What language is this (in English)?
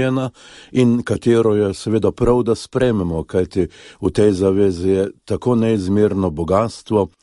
Slovenian